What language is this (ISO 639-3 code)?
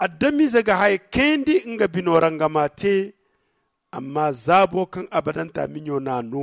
dje